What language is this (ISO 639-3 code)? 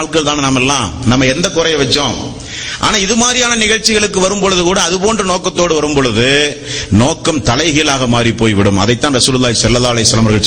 tam